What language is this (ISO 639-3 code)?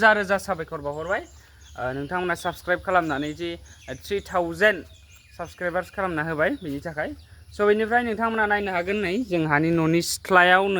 brx